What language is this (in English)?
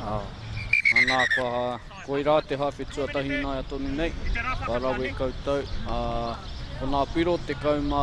Māori